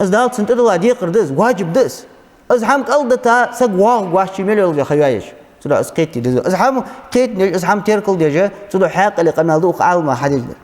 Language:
Ingush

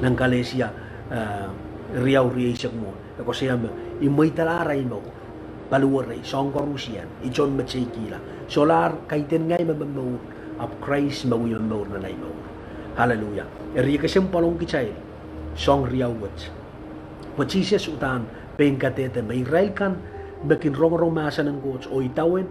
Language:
Pohnpeian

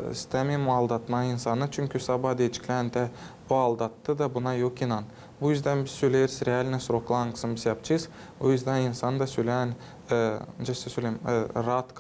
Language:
Gagauz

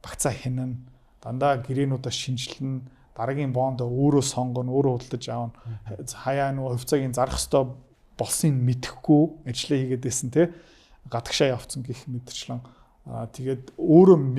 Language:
Mongolian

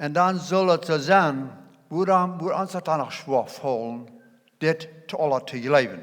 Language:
Plautdietsch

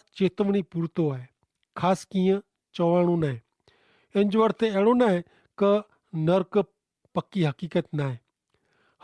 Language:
Kachhi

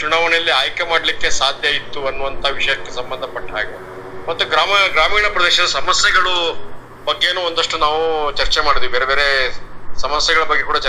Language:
Kannada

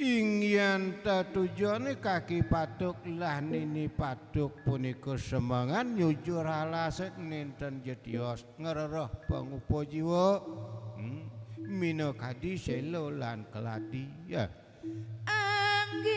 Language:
Balinese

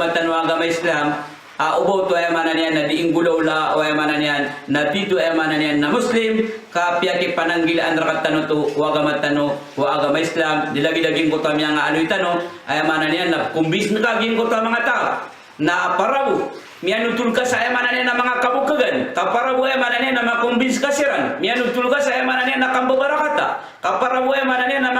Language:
Maranao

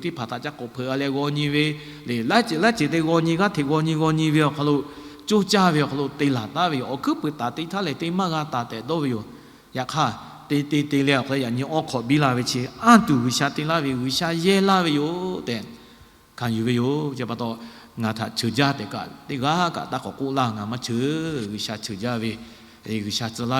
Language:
Lahu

